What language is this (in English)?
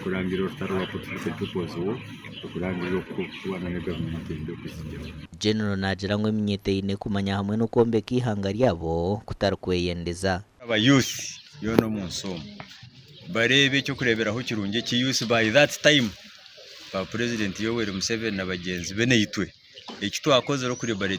Nyankole